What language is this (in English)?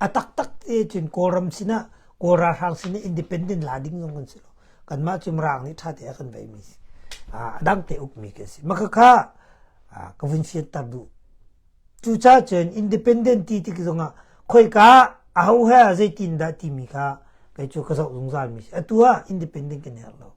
Hakha Chin